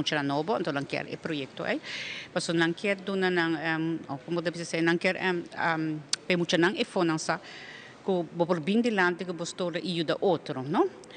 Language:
Papiamento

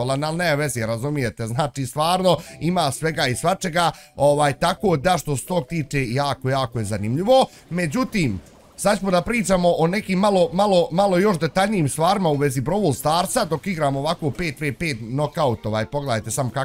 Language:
Bosnian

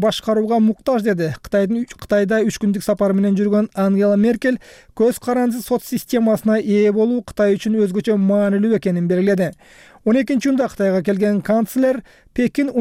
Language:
Kyrgyz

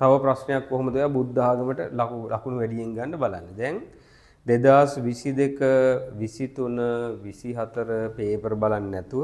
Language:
Sinhala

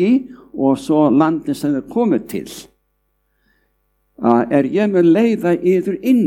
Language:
Icelandic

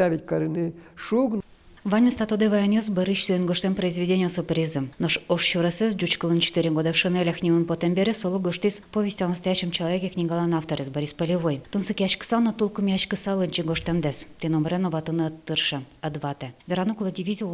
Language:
Udmurt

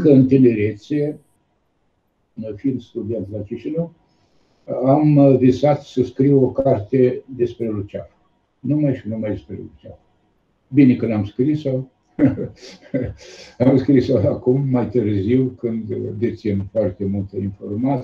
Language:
Romanian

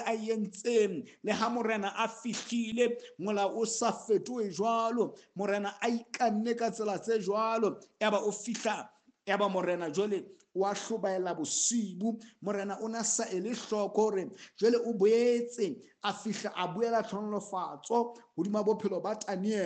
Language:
Southern Sotho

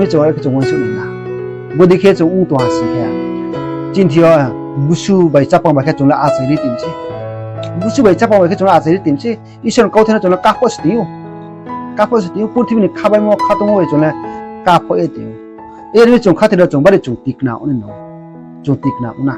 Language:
Riang (India)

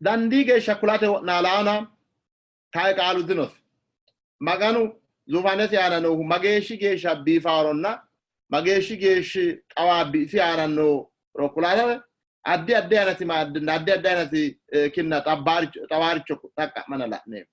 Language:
Sidamo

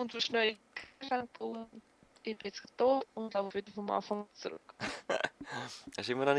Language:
Swiss German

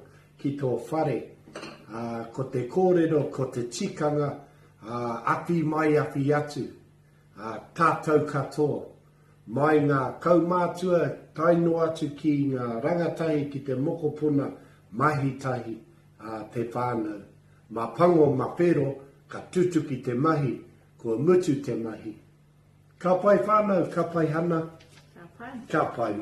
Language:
Māori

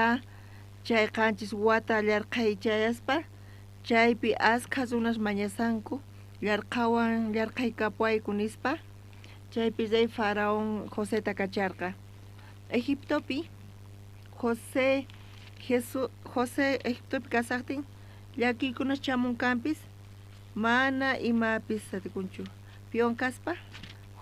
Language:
South Bolivian Quechua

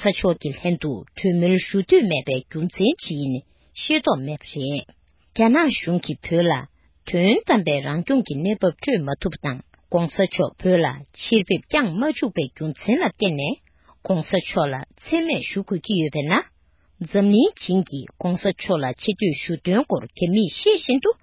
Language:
Tibetan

